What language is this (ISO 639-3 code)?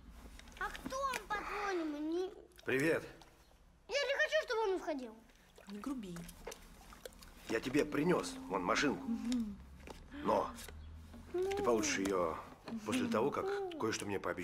rus